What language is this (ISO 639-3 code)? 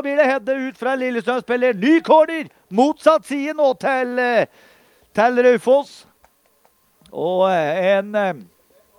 nor